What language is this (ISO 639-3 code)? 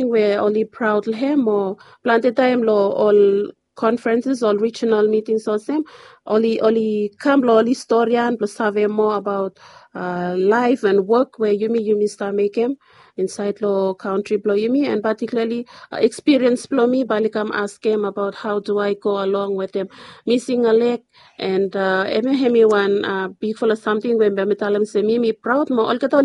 bis